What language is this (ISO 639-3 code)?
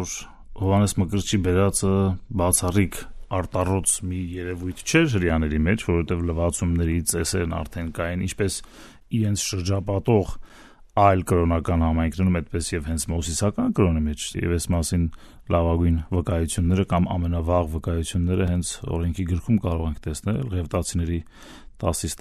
hye